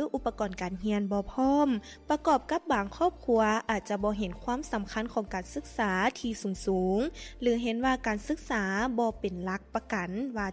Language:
Lao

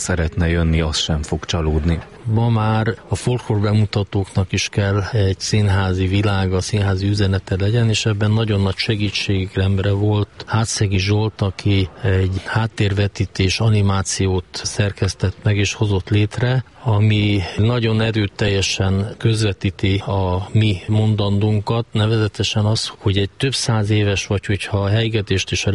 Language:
Hungarian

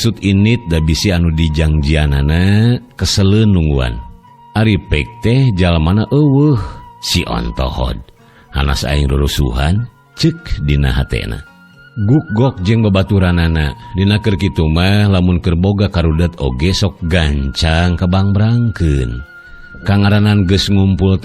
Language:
Sundanese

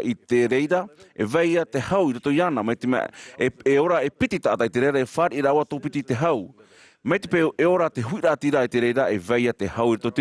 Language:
Tahitian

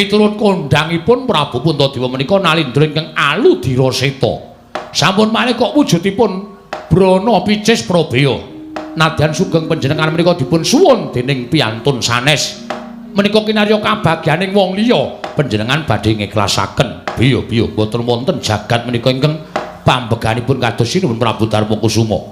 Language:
Javanese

